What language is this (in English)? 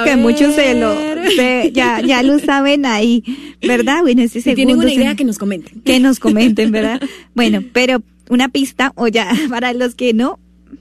Spanish